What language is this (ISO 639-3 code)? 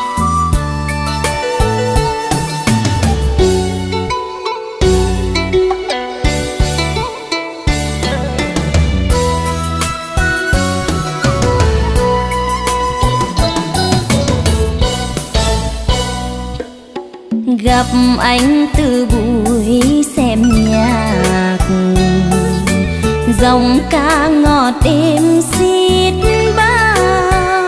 vie